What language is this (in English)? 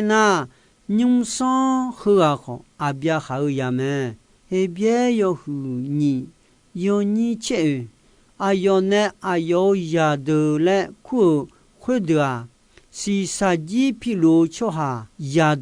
Akha